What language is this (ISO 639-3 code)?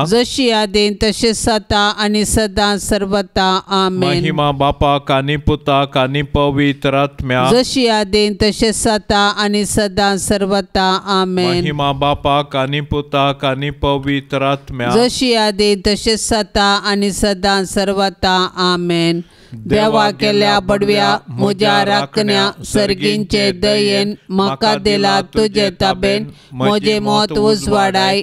kok